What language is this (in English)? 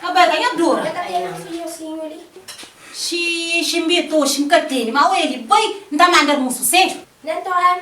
Kabuverdianu